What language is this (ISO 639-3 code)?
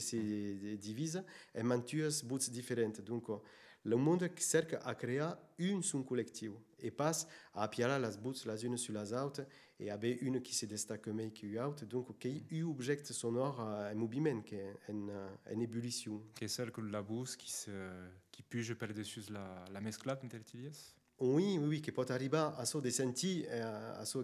oci